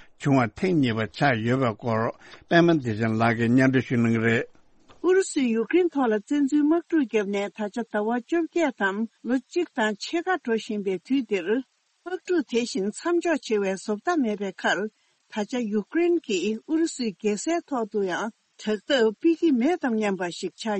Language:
Tibetan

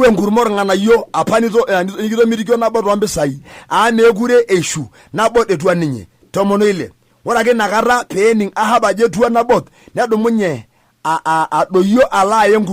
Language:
Masai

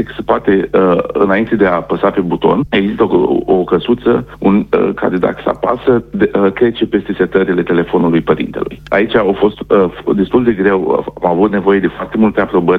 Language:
Romanian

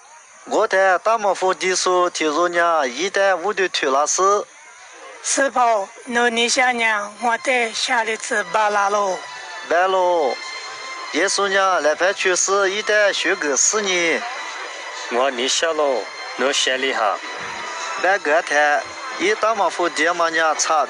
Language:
Lisu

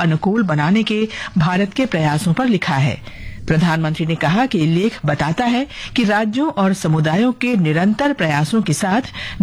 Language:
Hindi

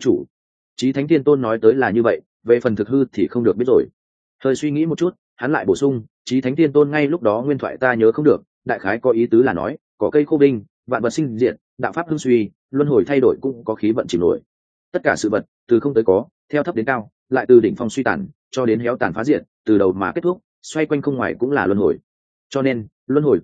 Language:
Vietnamese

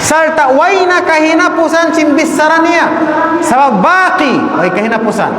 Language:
Tausug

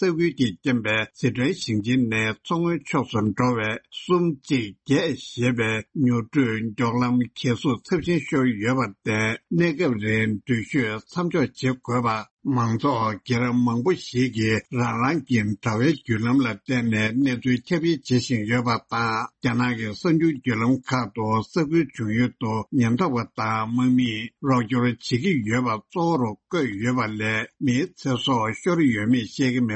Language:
Tibetan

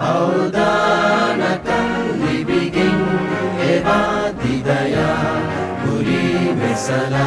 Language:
Divehi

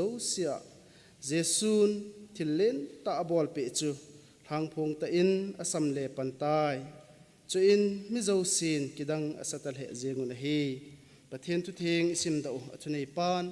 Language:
Thado Chin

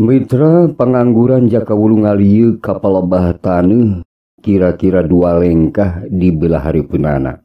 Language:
Sundanese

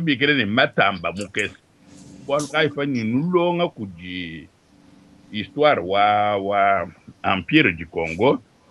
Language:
Luba-Lulua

